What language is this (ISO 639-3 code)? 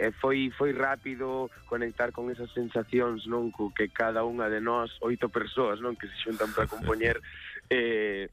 glg